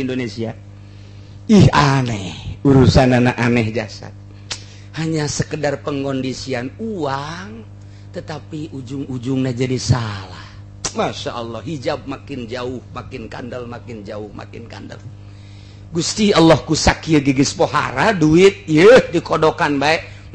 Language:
Sundanese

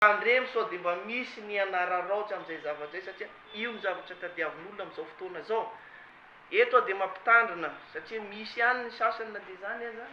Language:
Malagasy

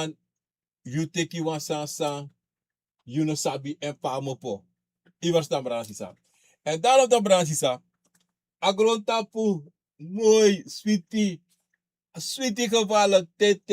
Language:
Sranan Tongo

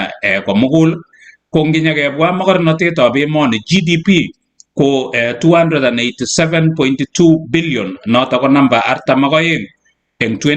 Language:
Kalenjin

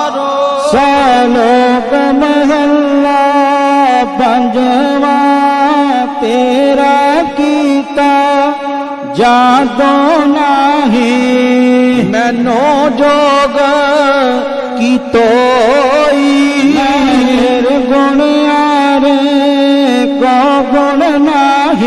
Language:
Punjabi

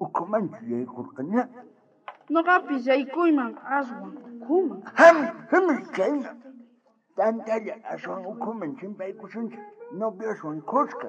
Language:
South Bolivian Quechua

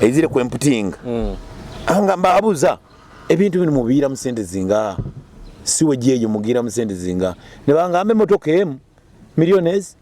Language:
Nyoro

